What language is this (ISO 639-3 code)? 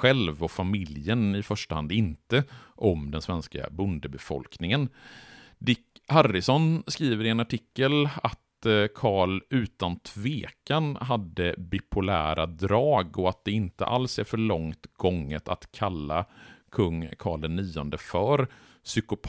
swe